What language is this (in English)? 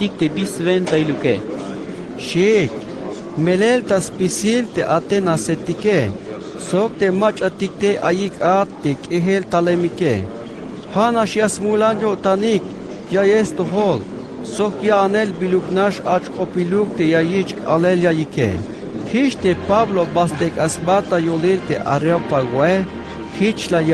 Tzeltal